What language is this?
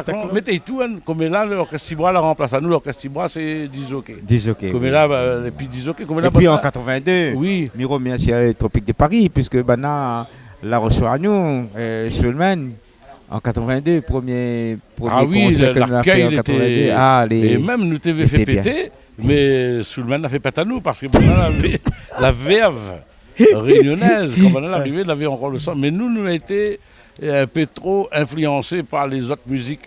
Réunion Creole French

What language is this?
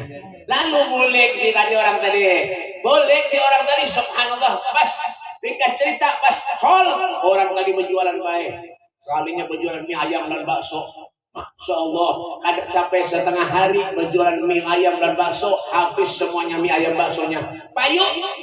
Banjar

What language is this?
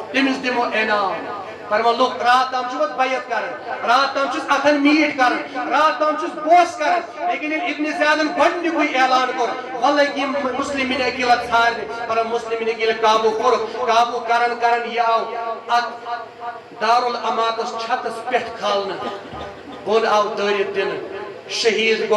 Kashmiri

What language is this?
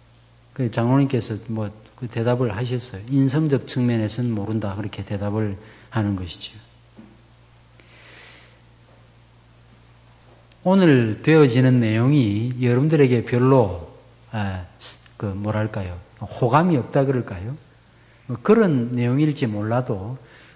Korean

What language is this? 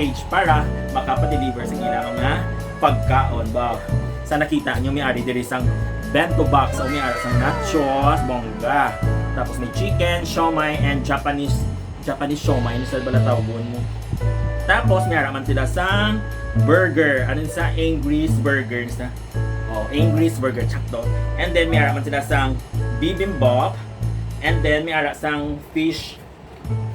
Hiligaynon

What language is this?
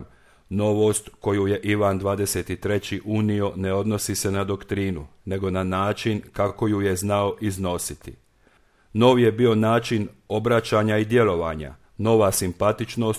Croatian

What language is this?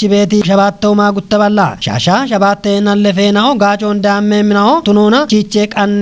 Kafa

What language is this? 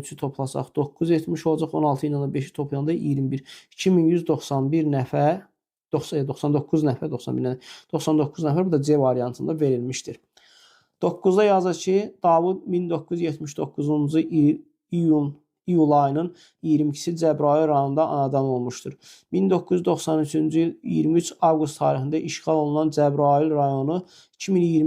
Azerbaijani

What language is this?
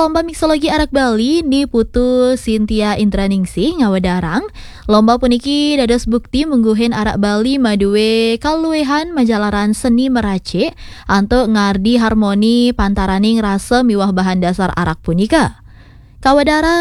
Balinese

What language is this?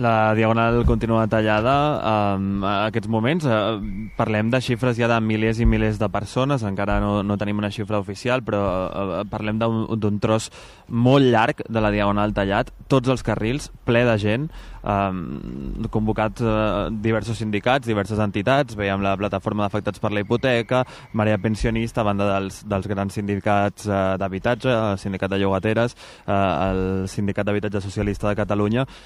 Catalan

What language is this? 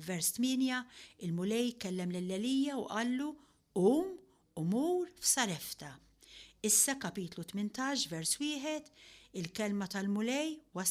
Maltese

